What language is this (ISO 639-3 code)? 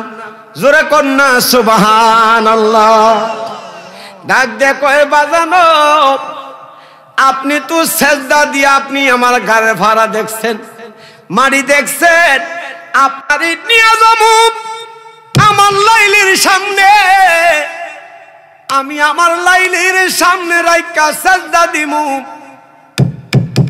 ben